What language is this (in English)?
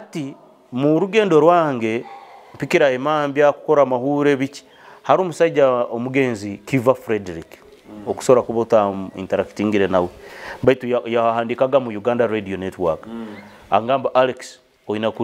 Nyoro